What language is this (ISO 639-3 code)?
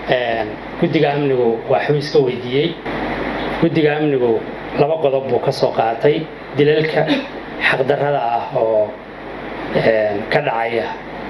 som